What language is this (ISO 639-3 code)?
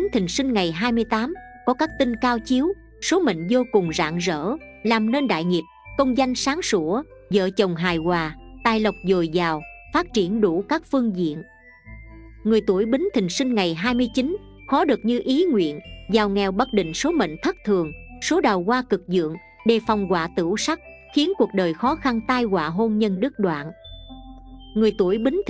vie